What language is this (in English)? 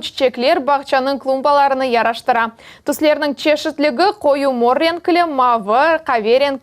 Crimean Tatar